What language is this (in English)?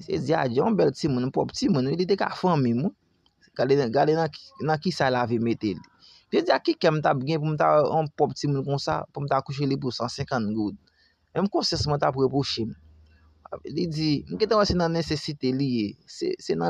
Haitian Creole